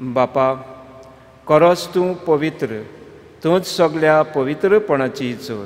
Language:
Konkani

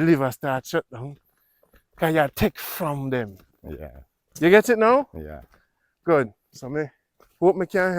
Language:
Jamaican Creole English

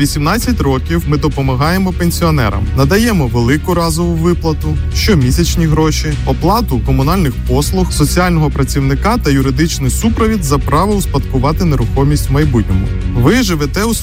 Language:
Ukrainian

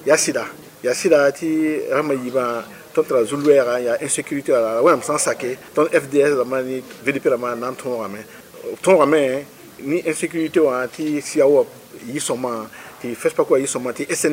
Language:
Mossi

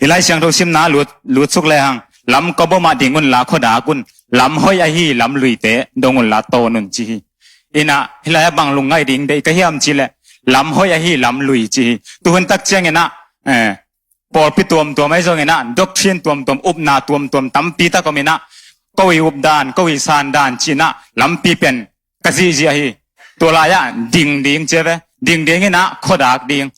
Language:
Tedim Chin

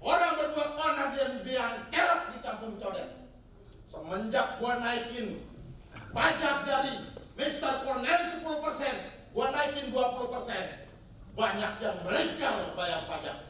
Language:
Betawi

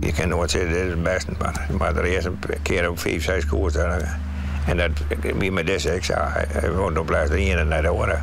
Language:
Western Frisian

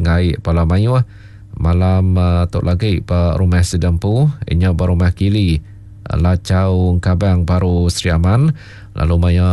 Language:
Iban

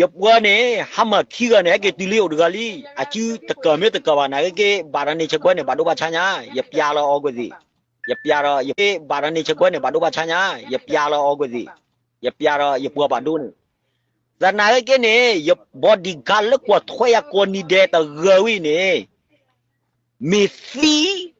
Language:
S'gaw Karen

